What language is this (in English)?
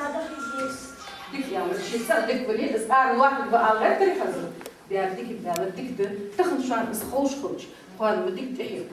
Ingush